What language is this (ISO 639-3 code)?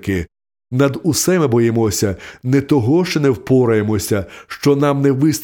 ukr